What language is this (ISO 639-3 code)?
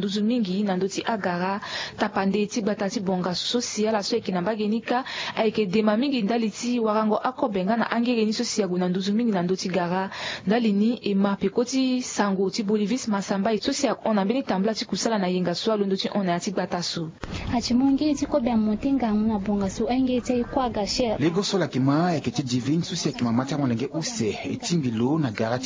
sag